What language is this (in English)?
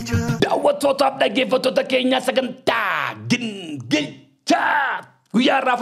Oromo